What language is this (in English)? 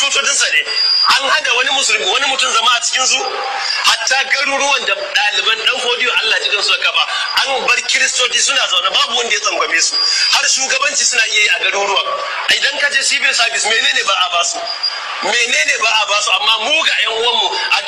Hausa